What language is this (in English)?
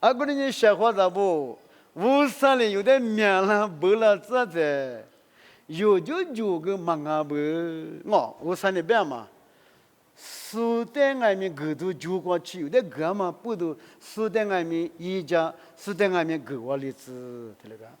Lisu